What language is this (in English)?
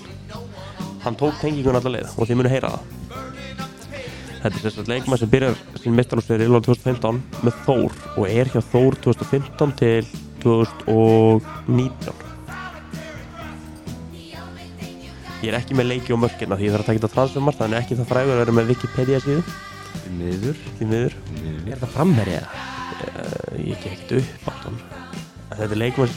Icelandic